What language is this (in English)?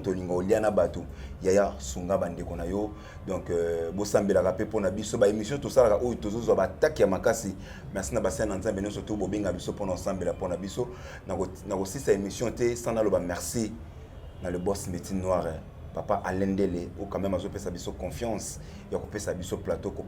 Lingala